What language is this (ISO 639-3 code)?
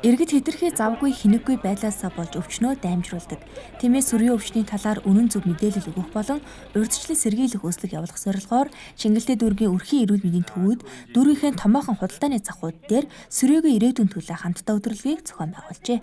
mon